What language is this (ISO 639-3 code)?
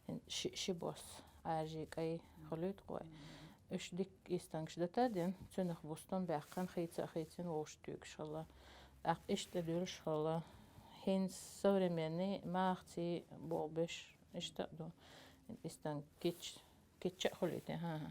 che